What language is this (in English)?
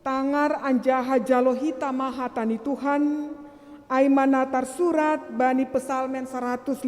Batak Simalungun